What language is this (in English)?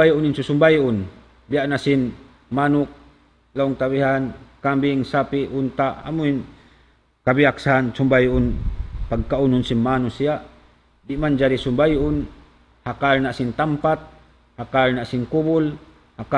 Tausug